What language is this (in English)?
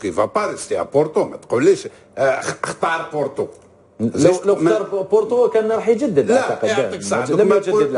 Algerian Arabic